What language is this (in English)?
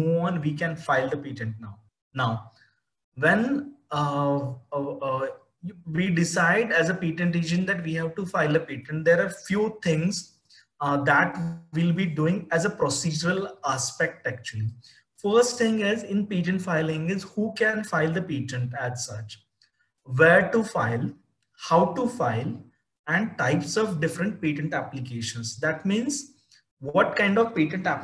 English